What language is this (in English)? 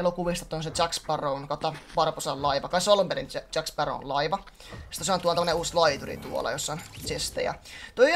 Finnish